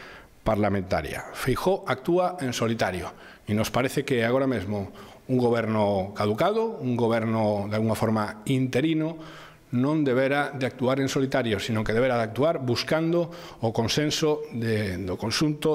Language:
Galician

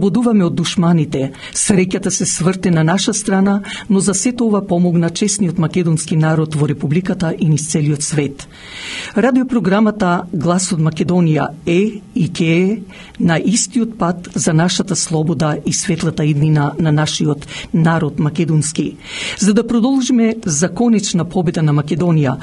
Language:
Macedonian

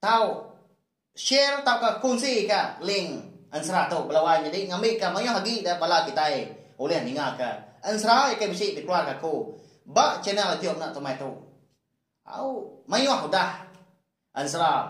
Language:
Iban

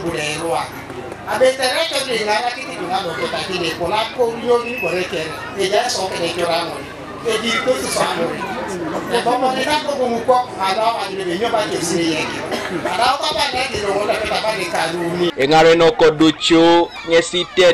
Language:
Teso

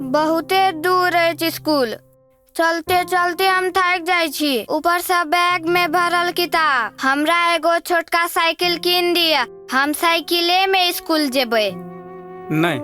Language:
Maithili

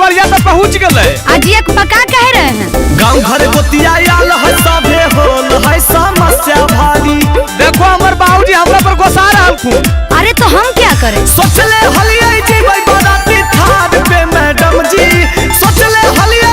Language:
Magahi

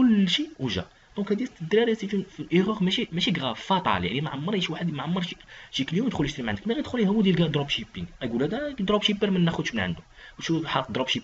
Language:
Moroccan Arabic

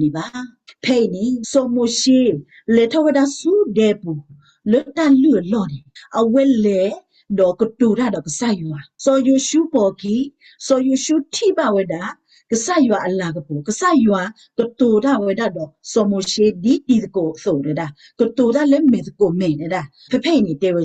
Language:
S'gaw Karen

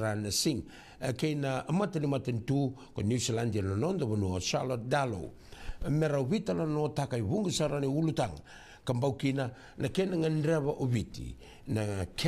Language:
Fijian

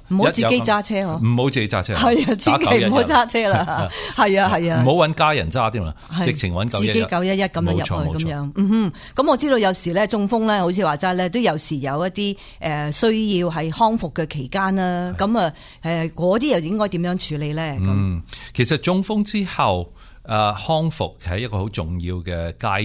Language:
Cantonese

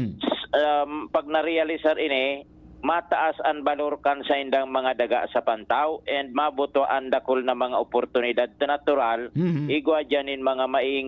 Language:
Bikol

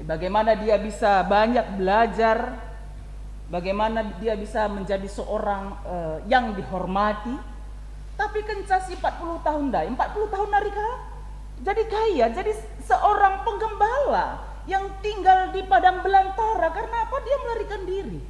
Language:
Batak Karo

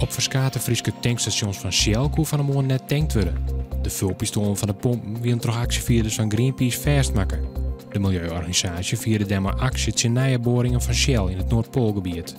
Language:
Western Frisian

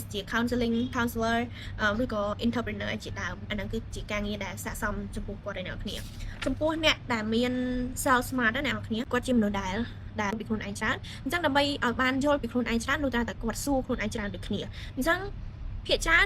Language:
Khmer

